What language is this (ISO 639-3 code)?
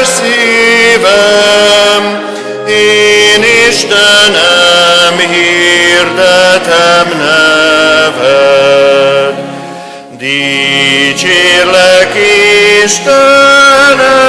hun